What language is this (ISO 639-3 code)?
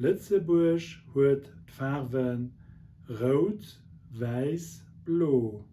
ltz